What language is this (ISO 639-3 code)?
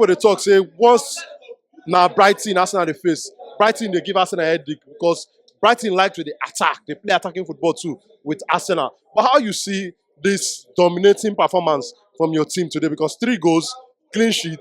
pcm